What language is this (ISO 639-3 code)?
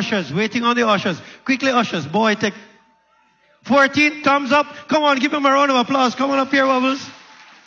eng